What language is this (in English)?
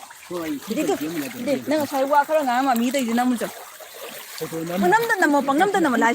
Manipuri